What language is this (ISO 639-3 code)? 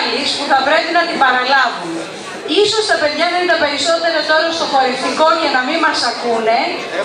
ell